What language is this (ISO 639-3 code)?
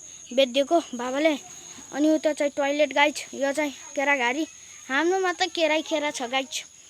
nep